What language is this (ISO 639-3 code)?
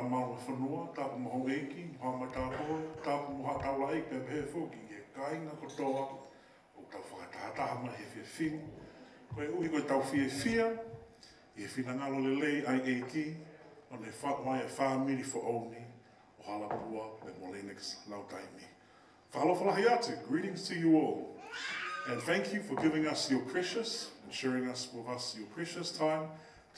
ton